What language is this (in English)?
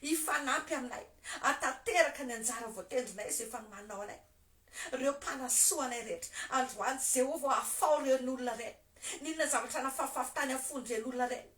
Malagasy